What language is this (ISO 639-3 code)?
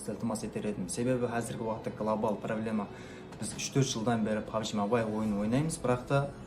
kaa